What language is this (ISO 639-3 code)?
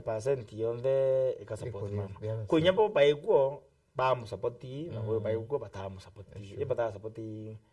mer